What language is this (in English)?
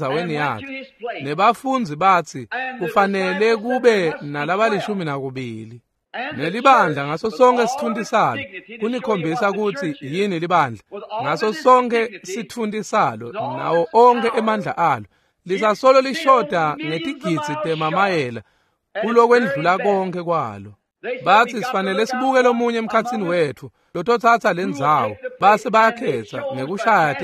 Swati